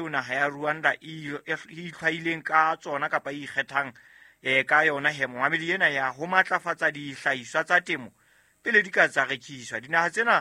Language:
Southern Sotho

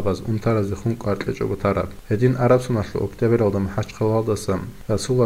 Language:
Avaric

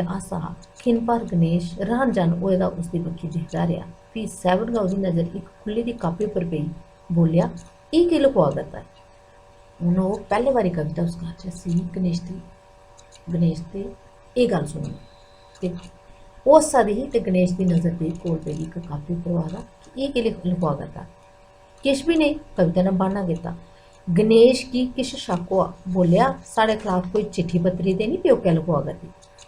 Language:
Dogri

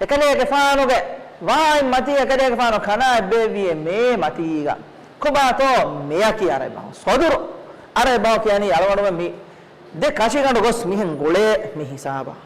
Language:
Divehi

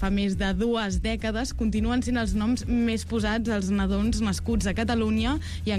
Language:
Catalan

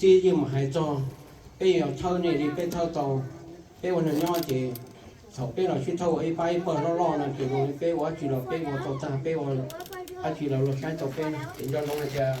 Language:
Hmong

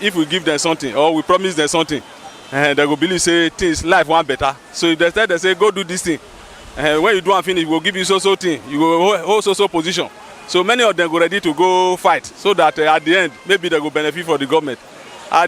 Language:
Nigerian Pidgin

